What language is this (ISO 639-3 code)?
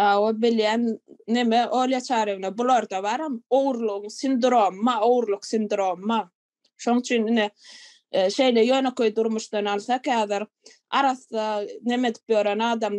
tuk